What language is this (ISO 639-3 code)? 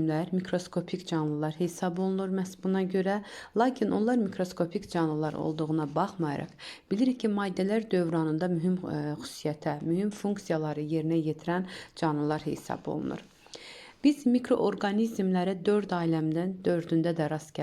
aze